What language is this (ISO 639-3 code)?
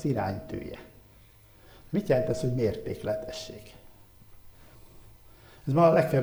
hun